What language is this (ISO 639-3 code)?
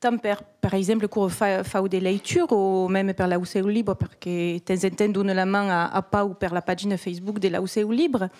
oci